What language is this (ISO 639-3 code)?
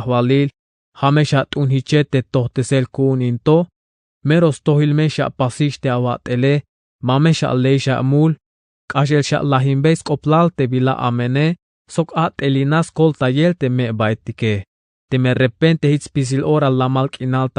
tzh